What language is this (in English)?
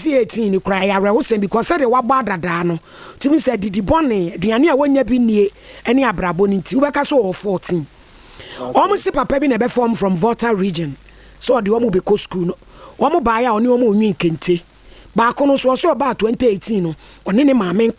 Akan